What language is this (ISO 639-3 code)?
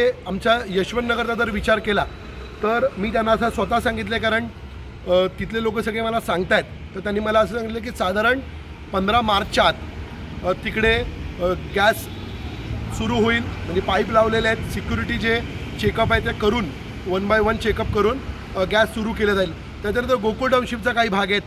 mar